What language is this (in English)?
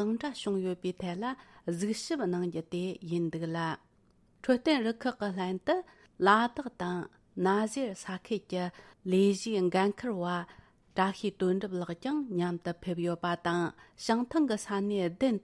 Tibetan